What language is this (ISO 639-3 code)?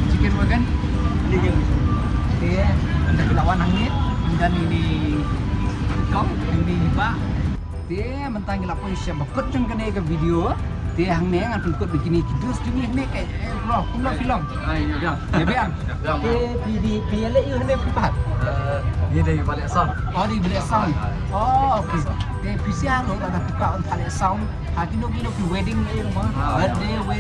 kha